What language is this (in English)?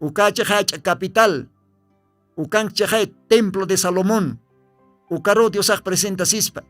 Aymara